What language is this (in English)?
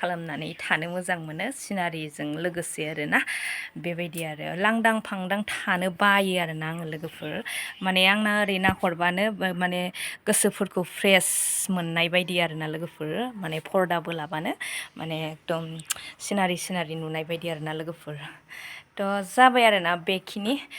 Bodo